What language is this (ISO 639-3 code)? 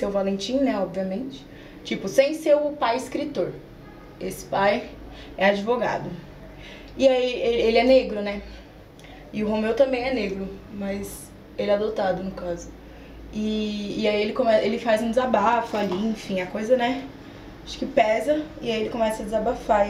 por